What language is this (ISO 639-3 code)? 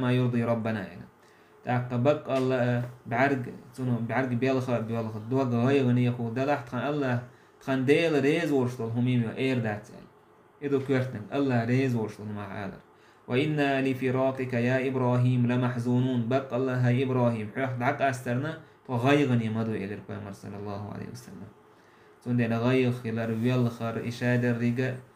che